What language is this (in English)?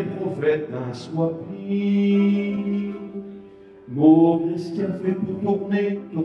Picard